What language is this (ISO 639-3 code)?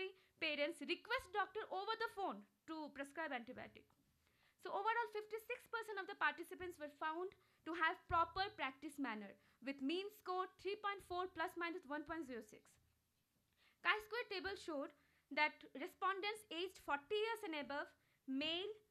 eng